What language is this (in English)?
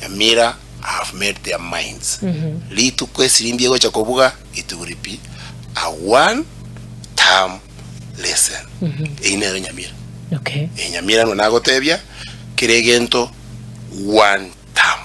Gusii